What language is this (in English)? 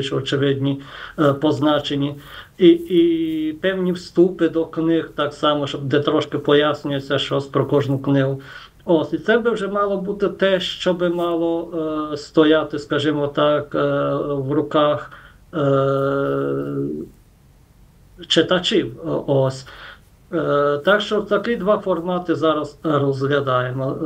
Ukrainian